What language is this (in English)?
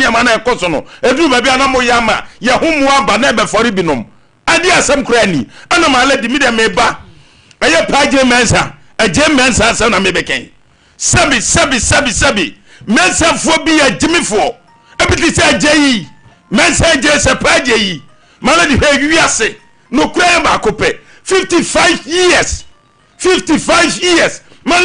Akan